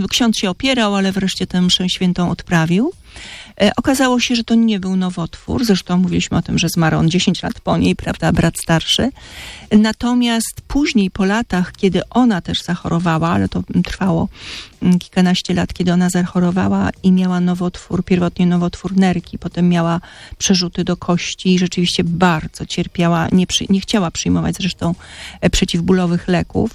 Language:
Polish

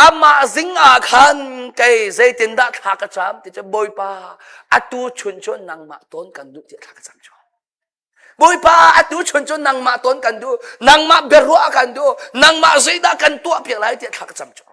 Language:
Hakha Chin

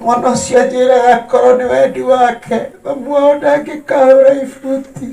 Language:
Kikuyu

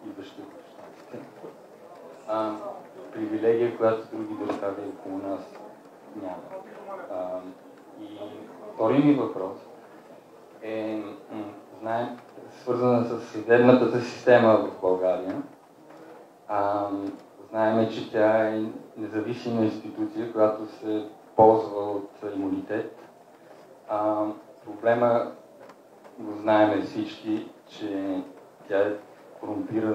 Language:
Bulgarian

